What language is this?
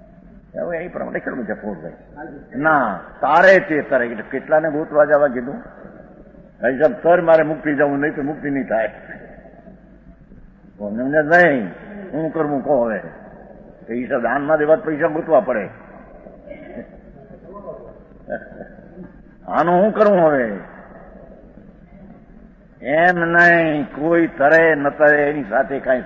Gujarati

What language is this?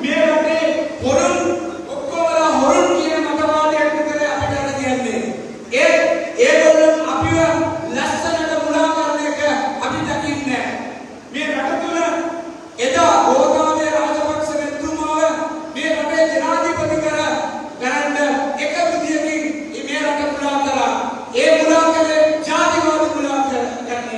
Sinhala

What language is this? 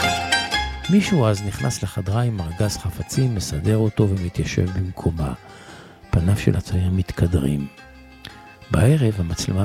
Hebrew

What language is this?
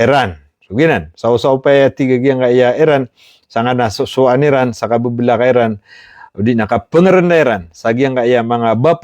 Maranao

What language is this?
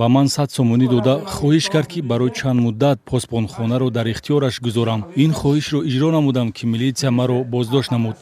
Tajik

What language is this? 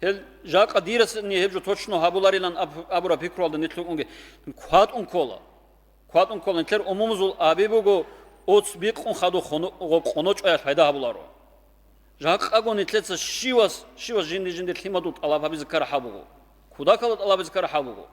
Avaric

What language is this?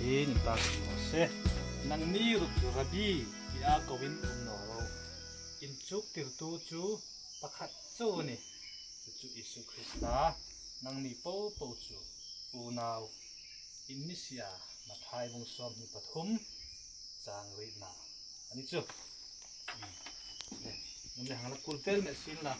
Hmar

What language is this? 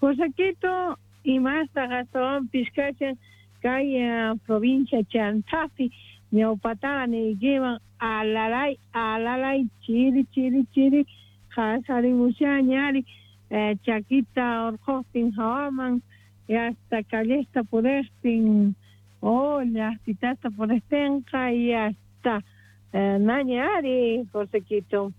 South Bolivian Quechua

